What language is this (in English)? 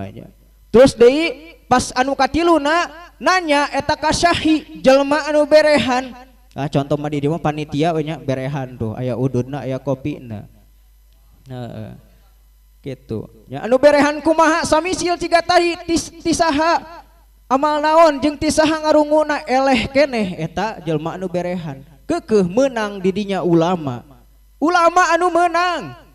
Sundanese